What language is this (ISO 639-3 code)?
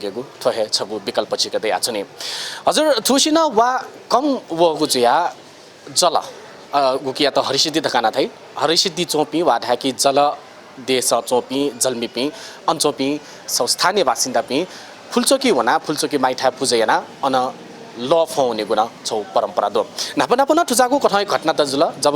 new